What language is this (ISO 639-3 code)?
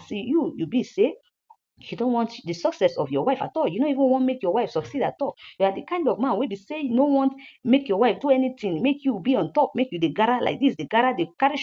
pcm